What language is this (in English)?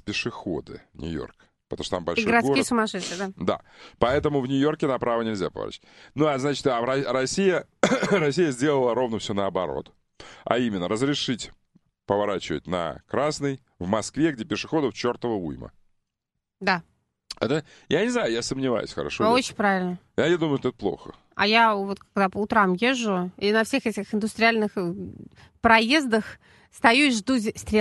Russian